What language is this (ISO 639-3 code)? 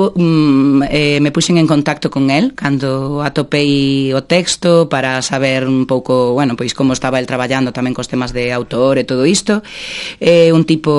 glg